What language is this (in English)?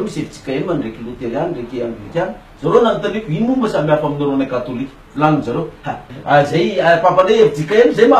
Malagasy